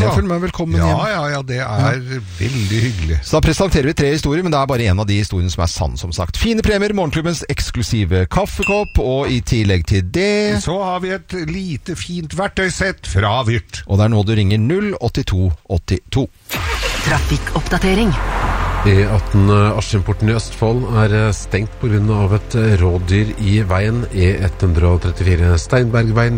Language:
Norwegian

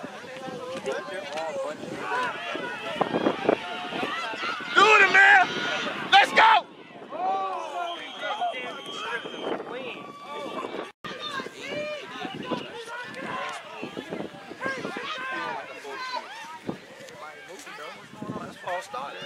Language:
English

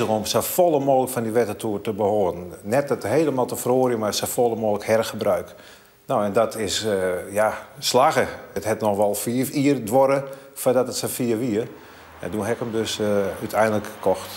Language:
Western Frisian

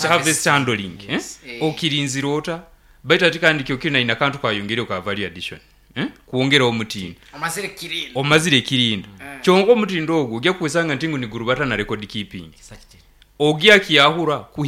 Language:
Nyankole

